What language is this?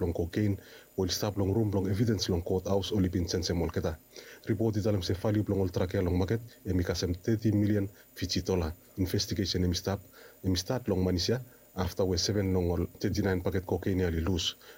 Bislama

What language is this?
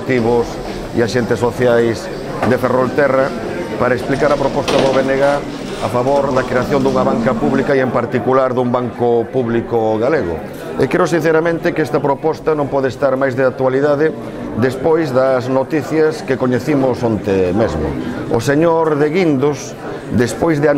Galician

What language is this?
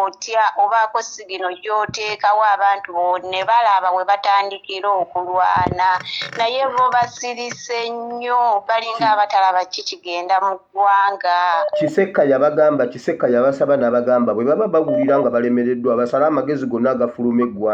Ganda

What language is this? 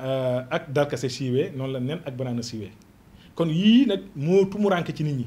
Wolof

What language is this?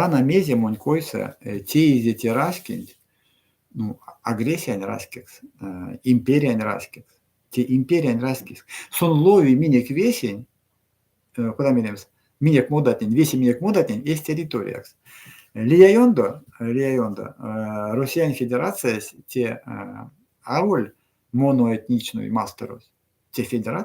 Erzya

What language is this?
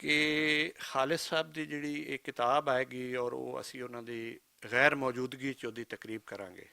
Western Panjabi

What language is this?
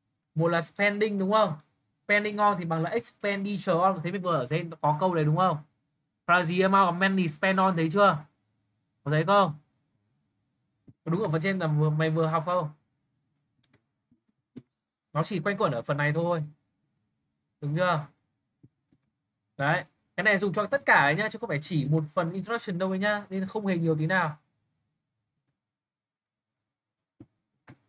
Vietnamese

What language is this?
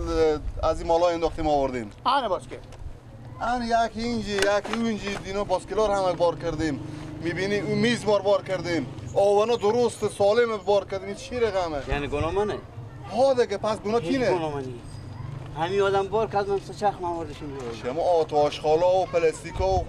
Persian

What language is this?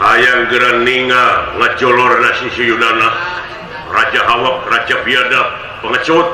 Sundanese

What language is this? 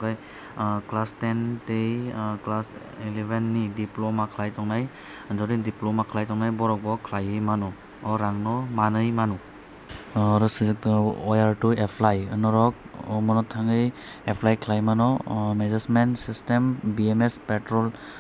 Kok Borok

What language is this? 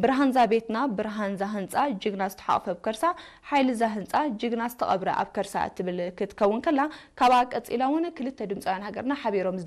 Tigrinya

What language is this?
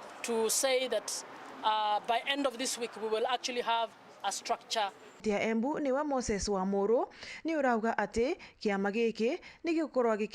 Meru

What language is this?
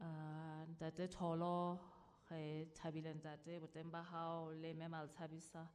Southern Sotho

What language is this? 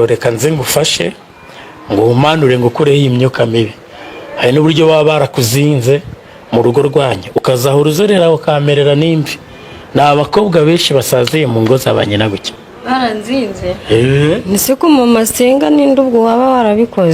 Kinyarwanda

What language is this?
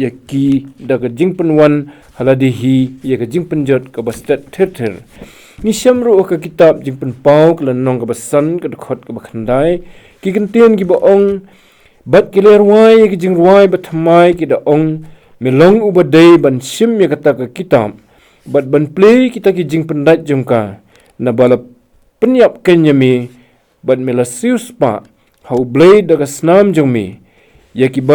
Khasi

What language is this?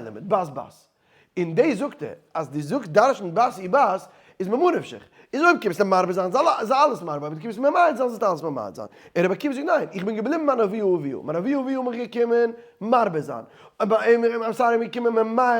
Yiddish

